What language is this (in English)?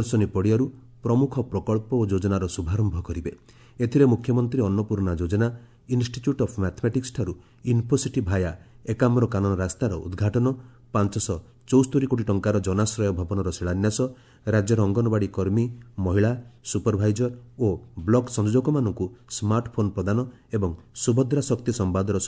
Odia